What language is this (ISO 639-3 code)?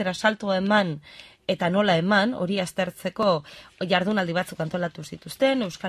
eus